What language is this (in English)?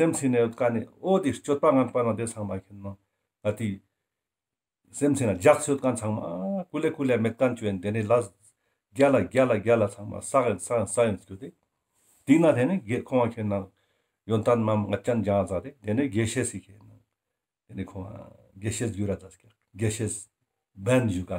Ladakhi